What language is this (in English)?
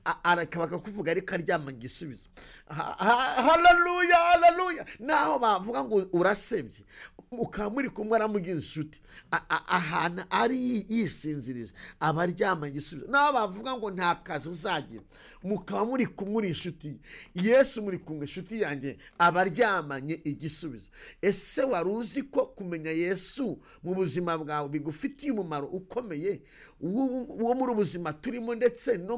Kinyarwanda